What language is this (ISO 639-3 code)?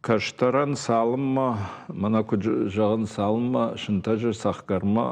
oss